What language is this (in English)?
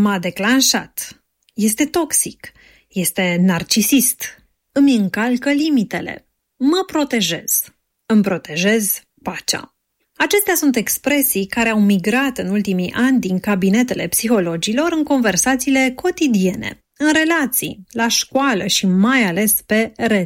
Romanian